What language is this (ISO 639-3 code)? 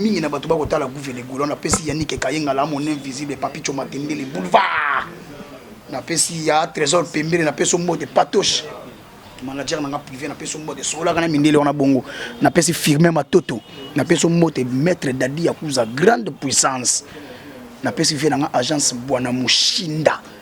lin